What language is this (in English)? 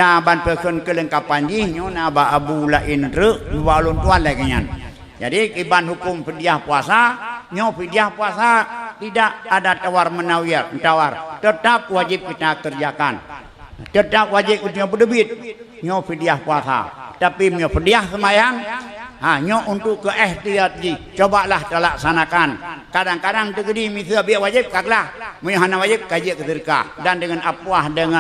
Achinese